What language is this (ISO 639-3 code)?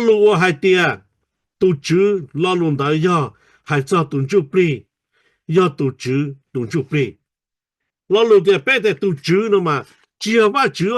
hmn